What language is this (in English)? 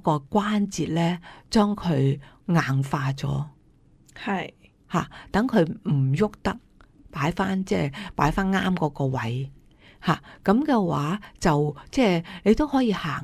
Cantonese